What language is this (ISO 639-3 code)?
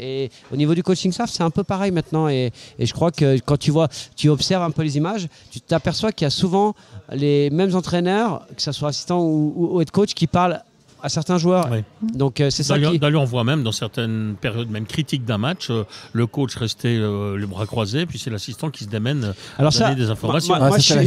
fra